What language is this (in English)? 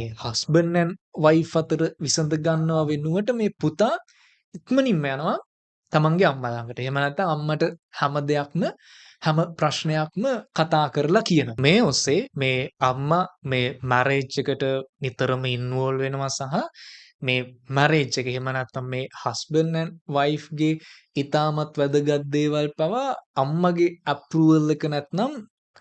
Sinhala